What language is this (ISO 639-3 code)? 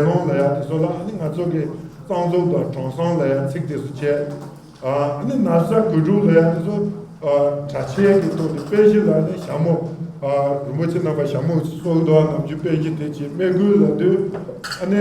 bod